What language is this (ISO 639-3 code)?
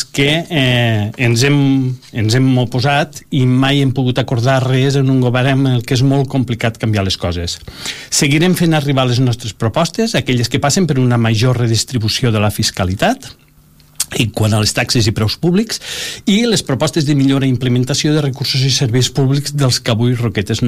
cat